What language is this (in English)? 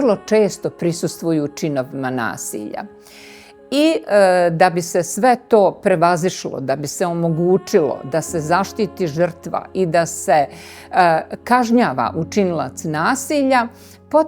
Bosnian